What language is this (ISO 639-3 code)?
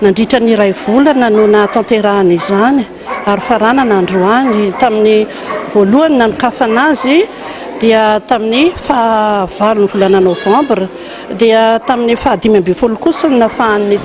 mlg